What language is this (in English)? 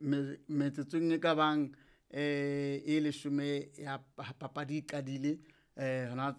Southern Sotho